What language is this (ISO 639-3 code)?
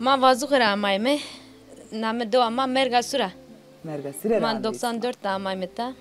zza